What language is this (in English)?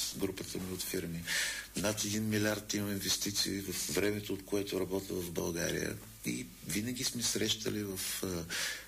Bulgarian